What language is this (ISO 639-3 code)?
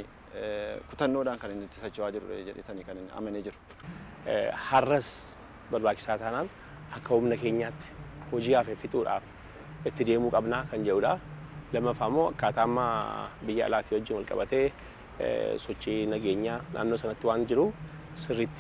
orm